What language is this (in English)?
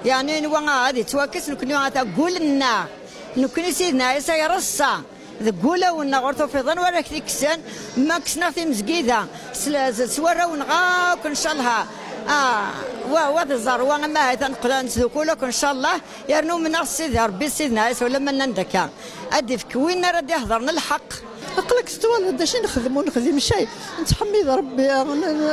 Kabyle